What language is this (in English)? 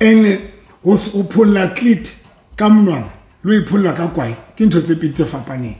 Southern Sotho